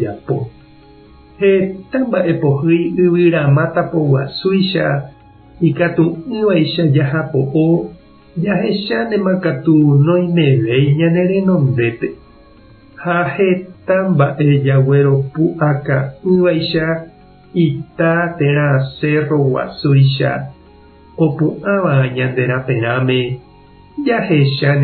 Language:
Guarani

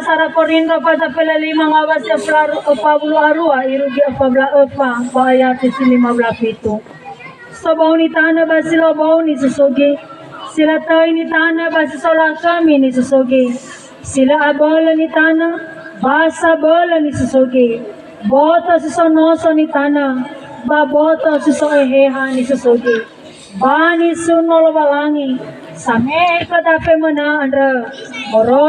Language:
Nias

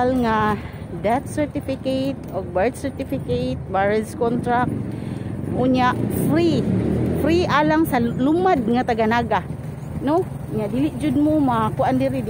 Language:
Cebuano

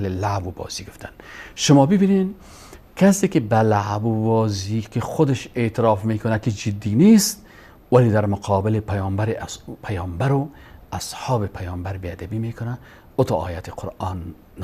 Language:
Persian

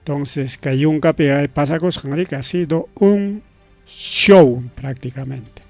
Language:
Ayacucho Quechua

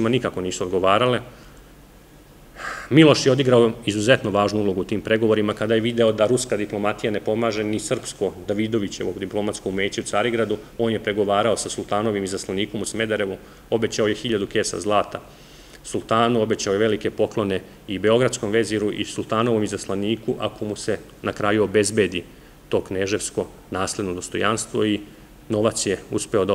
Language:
Serbian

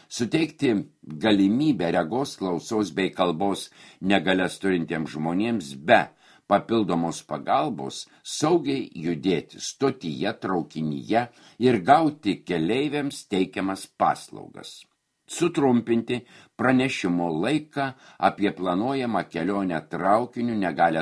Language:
Lithuanian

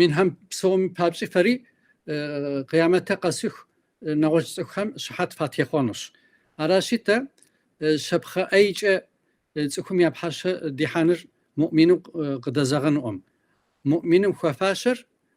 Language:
Kabardian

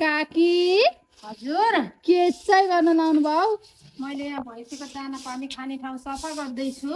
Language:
Nepali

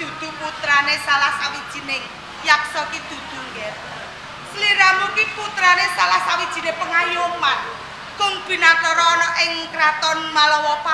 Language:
Javanese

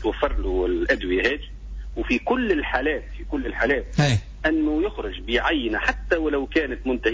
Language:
Tunisian Arabic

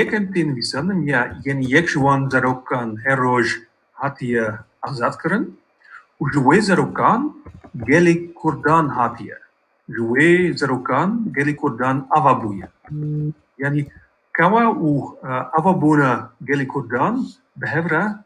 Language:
Kurdish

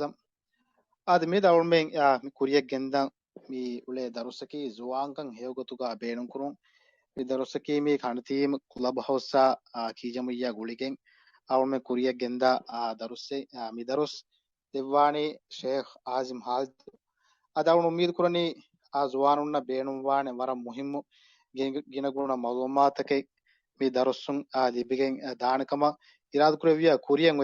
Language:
Divehi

